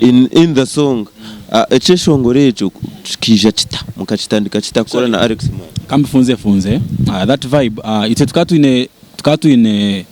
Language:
Nyankole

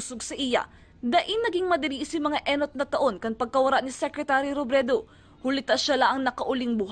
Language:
Bikol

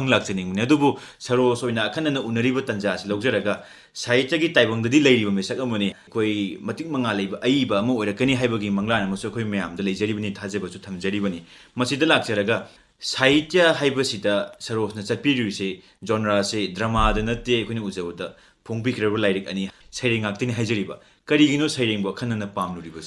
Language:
Manipuri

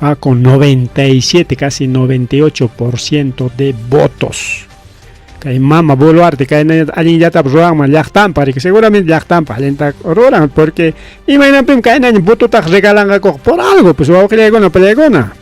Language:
Ayacucho Quechua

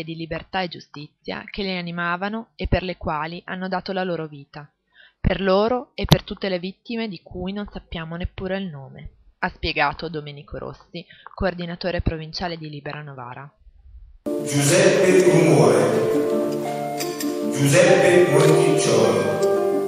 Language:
Italian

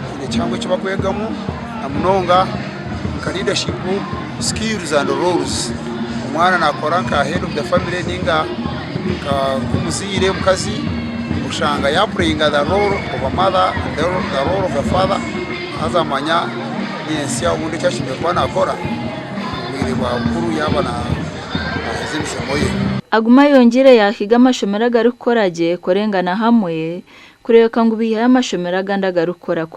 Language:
Nyankole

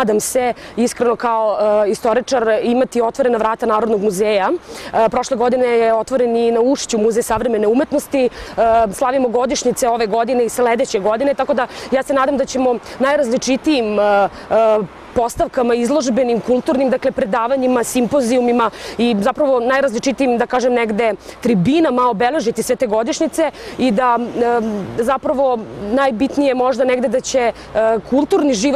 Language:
Serbian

